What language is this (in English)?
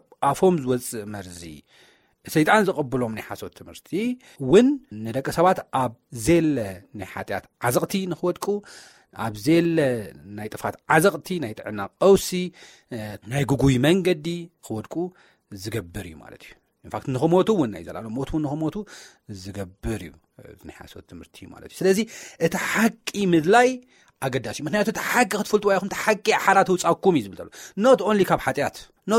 Tigrinya